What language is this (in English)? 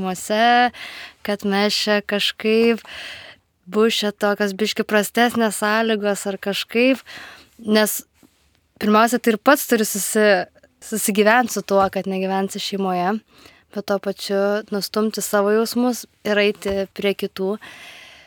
Lithuanian